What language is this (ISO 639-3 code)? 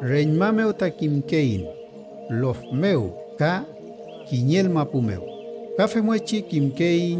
arn